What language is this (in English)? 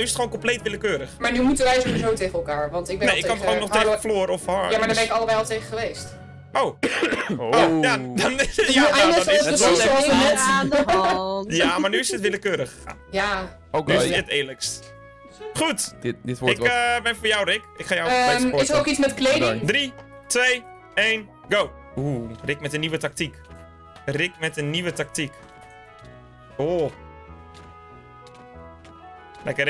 Dutch